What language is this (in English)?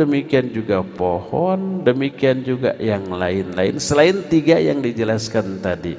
Indonesian